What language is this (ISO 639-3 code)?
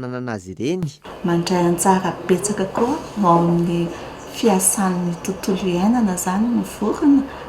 mlg